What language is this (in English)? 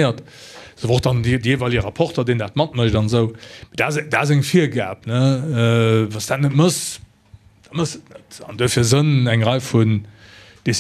Luxembourgish